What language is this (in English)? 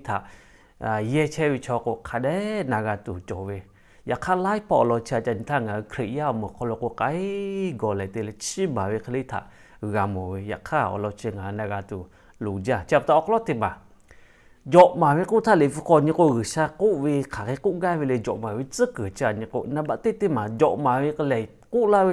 Lahu